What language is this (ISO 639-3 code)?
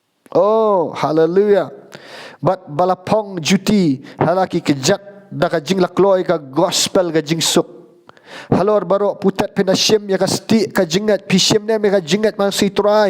kha